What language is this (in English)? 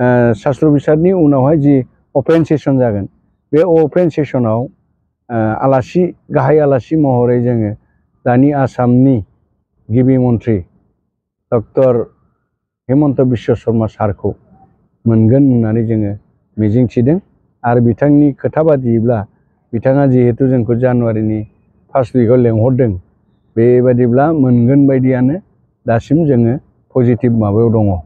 Bodo